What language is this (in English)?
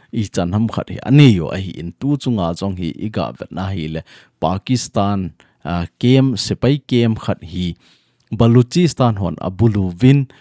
Thado Chin